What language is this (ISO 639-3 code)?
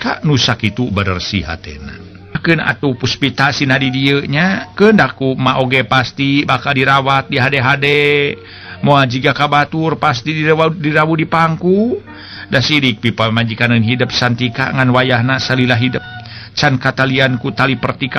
sun